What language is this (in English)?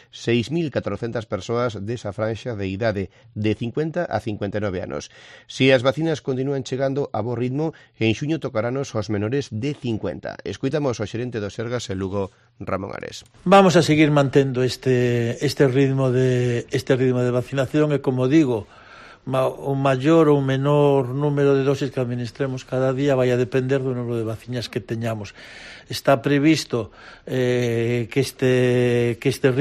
Galician